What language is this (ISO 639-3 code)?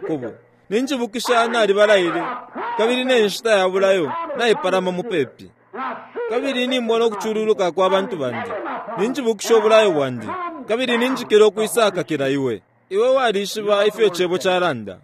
bem